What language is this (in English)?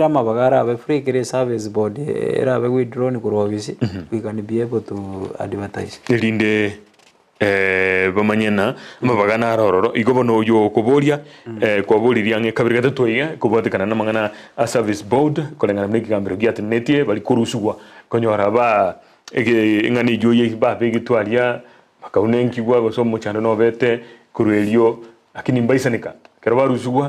Gusii